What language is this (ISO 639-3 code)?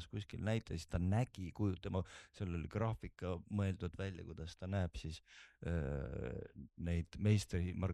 est